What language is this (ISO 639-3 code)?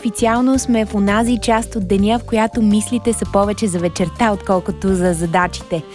bul